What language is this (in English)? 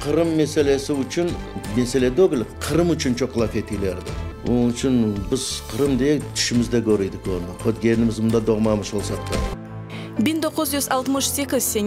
Crimean Tatar